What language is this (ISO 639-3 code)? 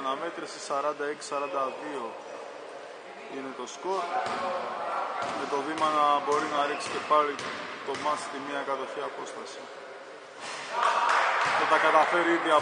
ell